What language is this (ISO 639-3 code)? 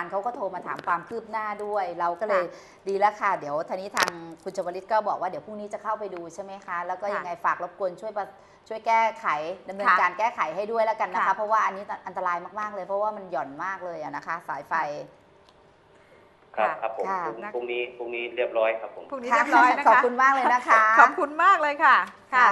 tha